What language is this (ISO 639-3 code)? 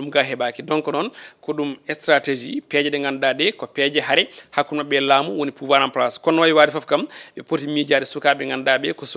ful